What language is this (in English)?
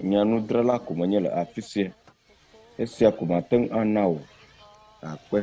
Ewe